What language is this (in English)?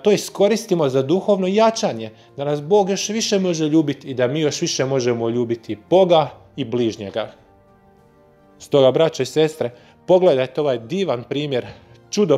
Croatian